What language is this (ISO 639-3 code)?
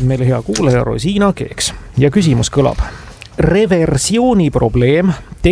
est